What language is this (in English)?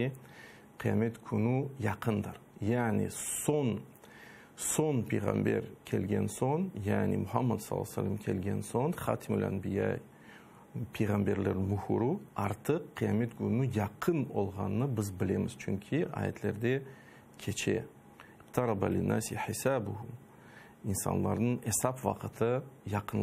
Crimean Tatar